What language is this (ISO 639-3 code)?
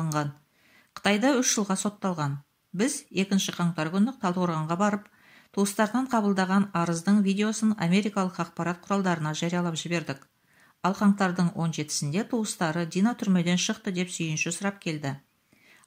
kaz